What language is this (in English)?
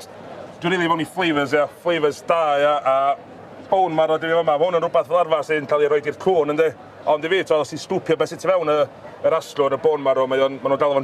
Welsh